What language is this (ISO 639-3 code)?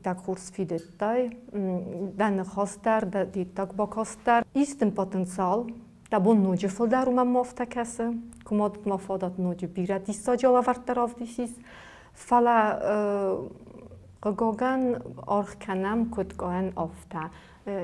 oss